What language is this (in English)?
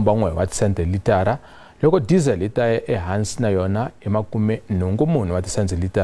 Tsonga